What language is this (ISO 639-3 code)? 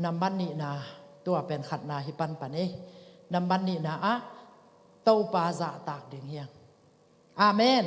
ctd